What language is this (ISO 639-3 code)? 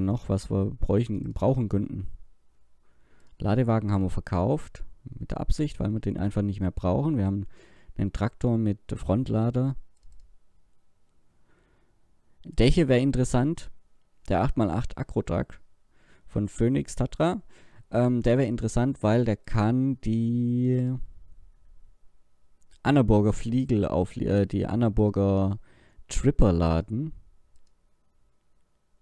deu